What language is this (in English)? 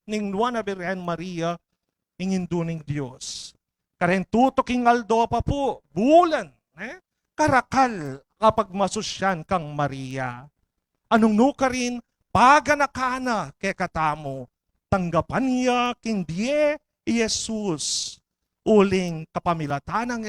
Pampanga